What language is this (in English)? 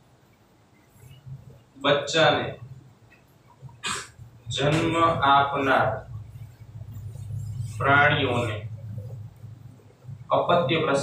Gujarati